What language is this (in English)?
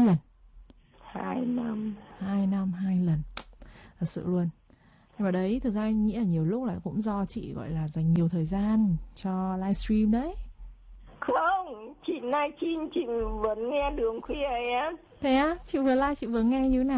Vietnamese